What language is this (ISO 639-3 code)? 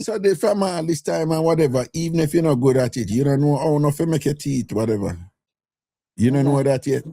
jam